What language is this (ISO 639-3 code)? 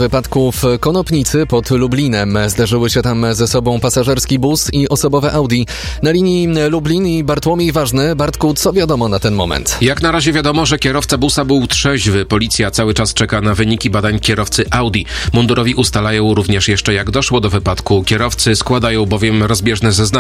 pol